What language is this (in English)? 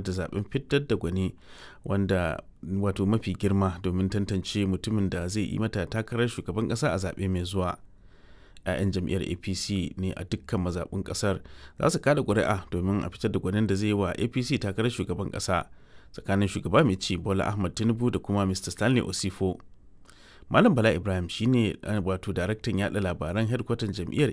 Hausa